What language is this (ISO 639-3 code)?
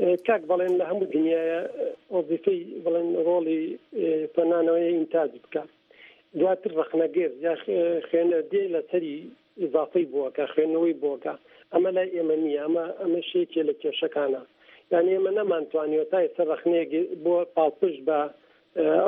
ckb